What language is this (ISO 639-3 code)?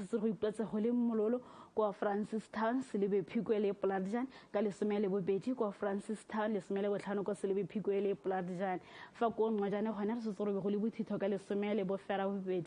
tsn